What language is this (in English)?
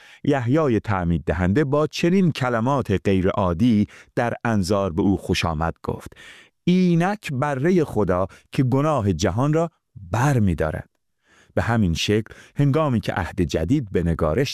Persian